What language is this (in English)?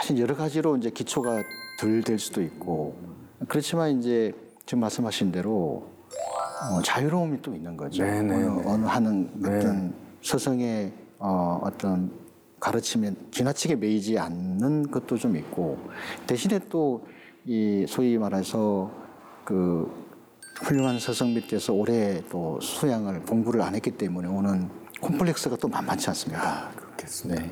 Korean